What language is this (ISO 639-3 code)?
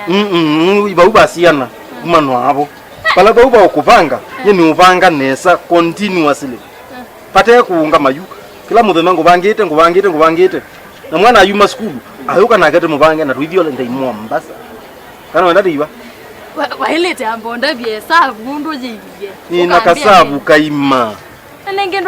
kam